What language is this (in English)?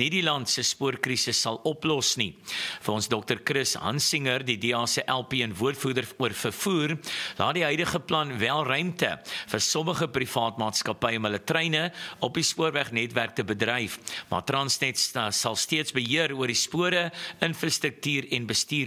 Afrikaans